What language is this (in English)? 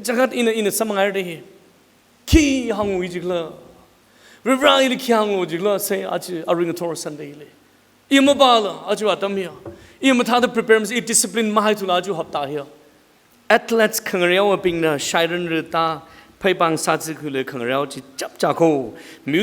Tangkhul Naga (India)